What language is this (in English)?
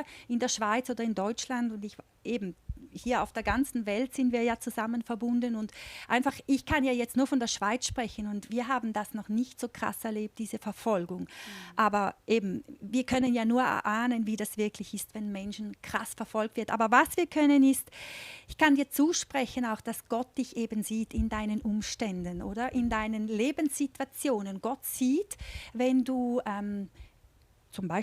Swiss German